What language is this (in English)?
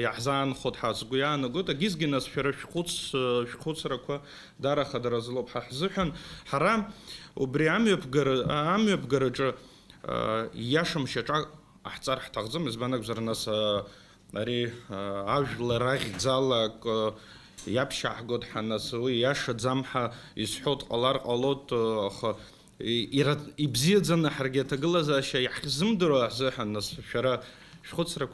Abkhazian